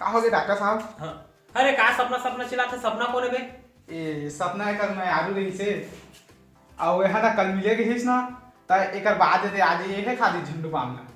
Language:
Chhattisgarhi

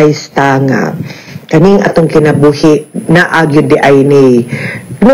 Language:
Cebuano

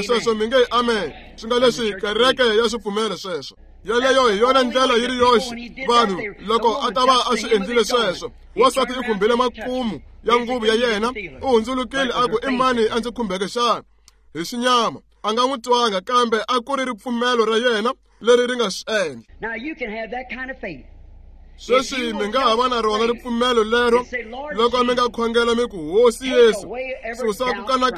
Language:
Tsonga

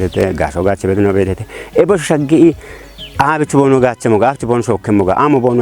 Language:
Kafa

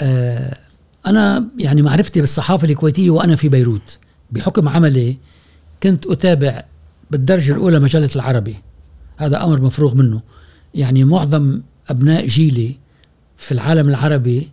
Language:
Gulf Arabic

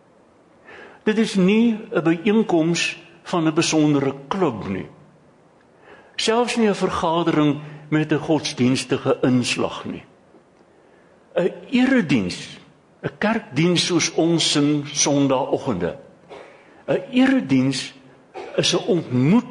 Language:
Afrikaans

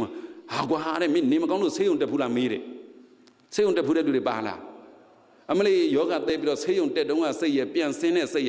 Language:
Burmese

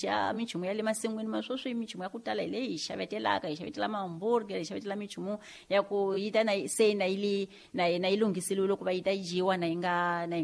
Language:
Tsonga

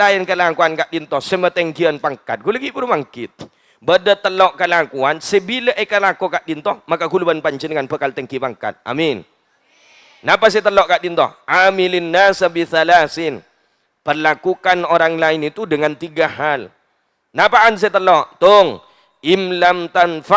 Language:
Madurese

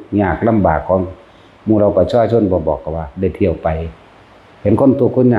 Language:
Northeastern Thai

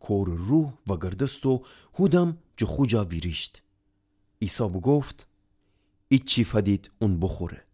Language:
Gilaki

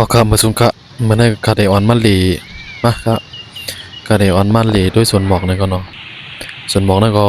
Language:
Shan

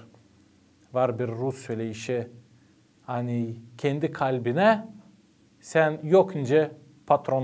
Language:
Gagauz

